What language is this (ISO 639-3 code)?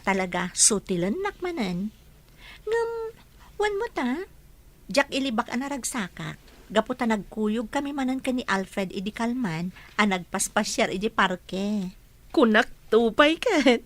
ilo